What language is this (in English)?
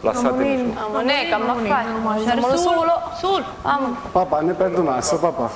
Sicilian